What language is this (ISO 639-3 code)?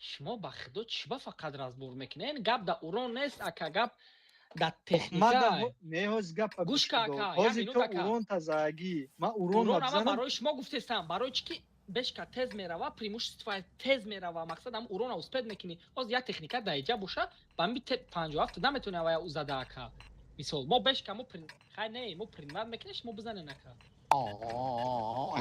tgk